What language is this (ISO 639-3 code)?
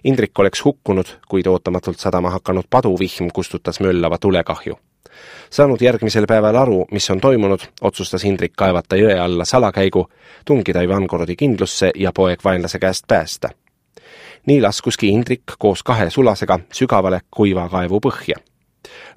est